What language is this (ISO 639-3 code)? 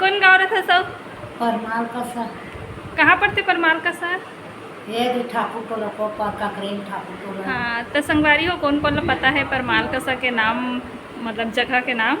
hne